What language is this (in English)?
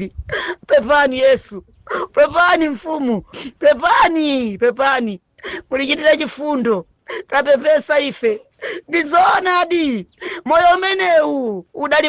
Nyanja